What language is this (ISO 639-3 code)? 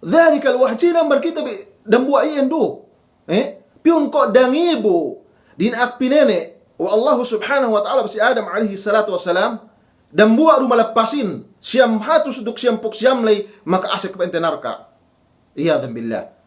yka